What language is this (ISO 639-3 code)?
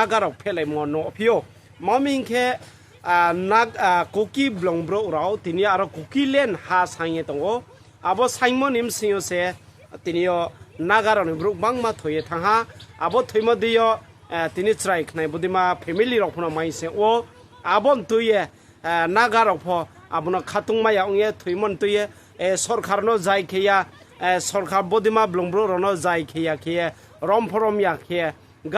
ria